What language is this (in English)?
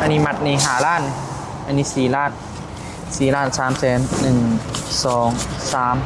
Lao